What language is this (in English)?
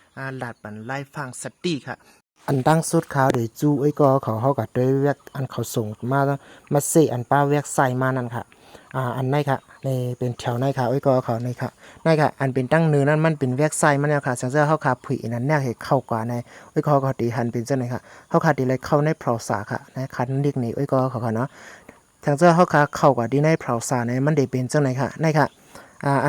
Shan